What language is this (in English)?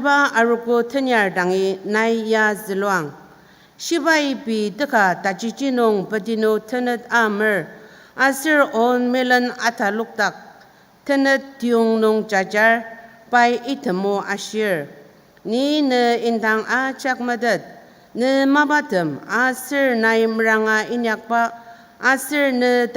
Ao Naga